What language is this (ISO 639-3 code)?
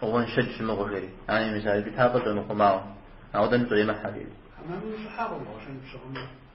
kbd